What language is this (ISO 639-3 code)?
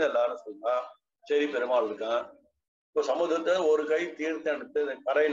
tam